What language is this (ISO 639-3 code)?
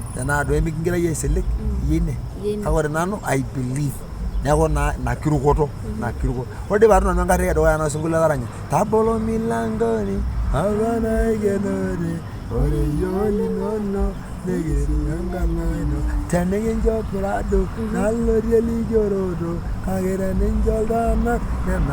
mas